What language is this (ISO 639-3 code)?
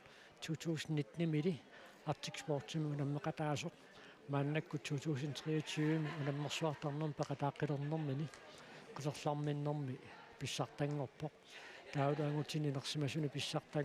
kal